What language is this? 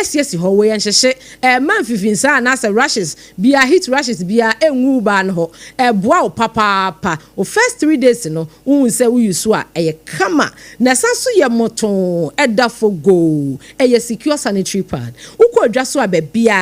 Akan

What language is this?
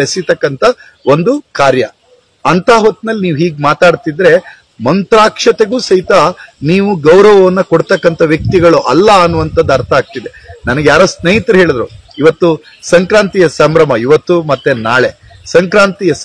Kannada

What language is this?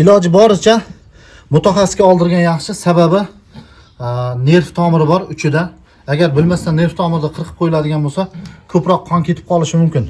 Uzbek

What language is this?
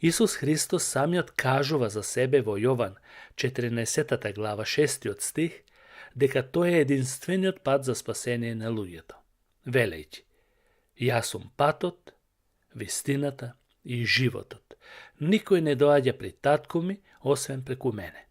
Macedonian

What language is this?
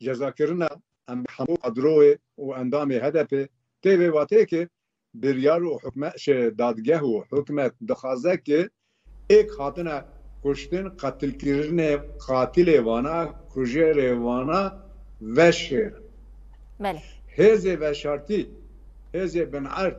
Kurdish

